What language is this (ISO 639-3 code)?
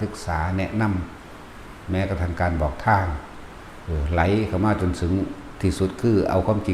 lao